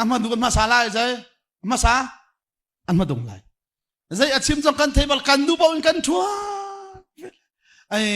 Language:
Hakha Chin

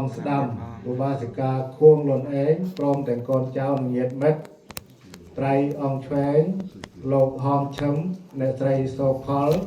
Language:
Khmer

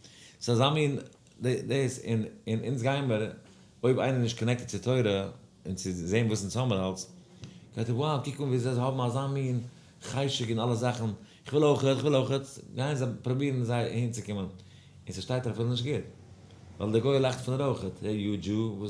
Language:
Yiddish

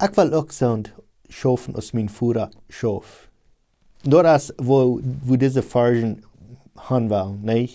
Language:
Plautdietsch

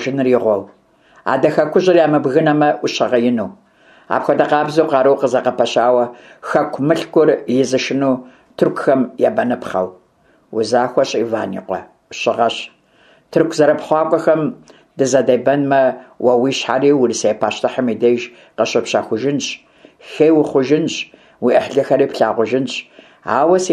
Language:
Kabardian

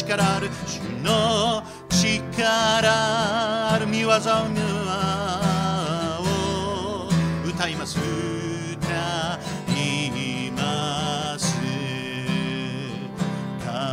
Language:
Japanese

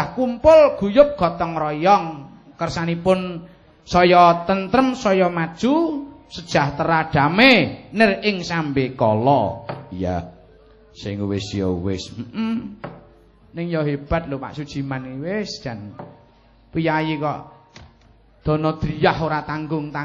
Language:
Javanese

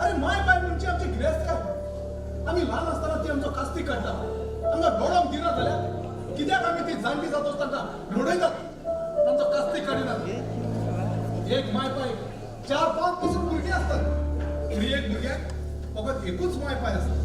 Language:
Konkani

